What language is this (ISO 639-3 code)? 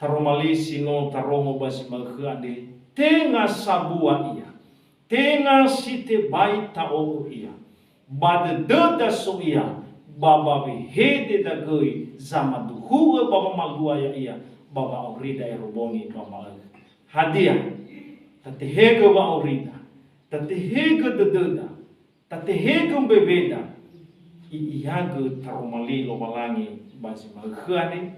nia